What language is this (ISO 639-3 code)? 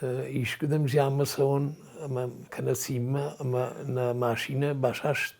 oss